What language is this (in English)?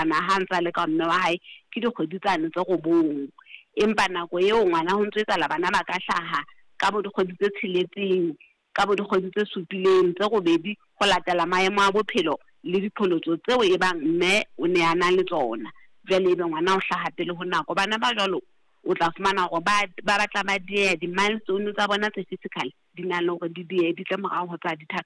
Southern Sotho